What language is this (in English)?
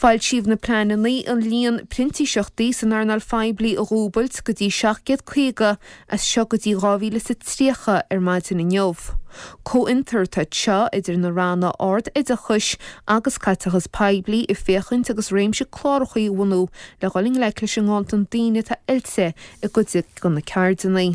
Irish